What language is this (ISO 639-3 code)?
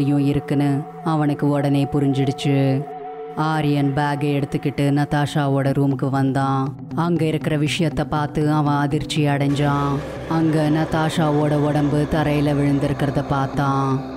tam